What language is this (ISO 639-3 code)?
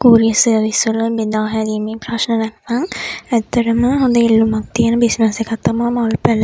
sin